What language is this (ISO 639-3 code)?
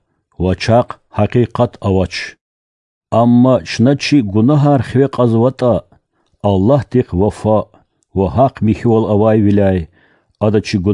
lez